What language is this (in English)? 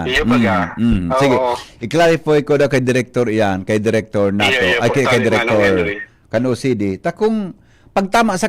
Bikol